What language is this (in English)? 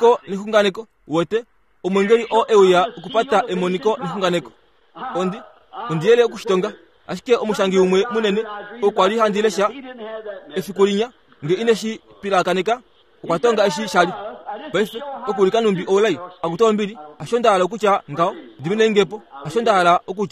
Kuanyama